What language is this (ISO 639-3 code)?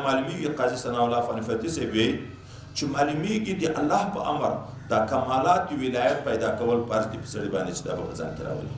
pus